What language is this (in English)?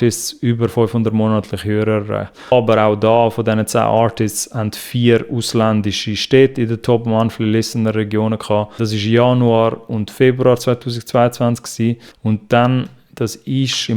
Swiss German